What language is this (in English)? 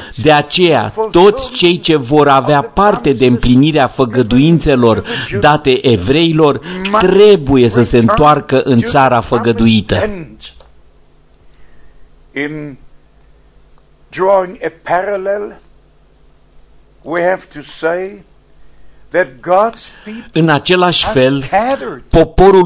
Romanian